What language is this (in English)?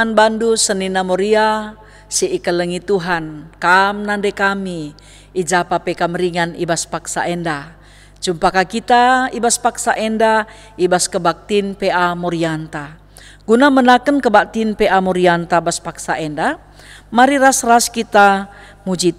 Batak Karo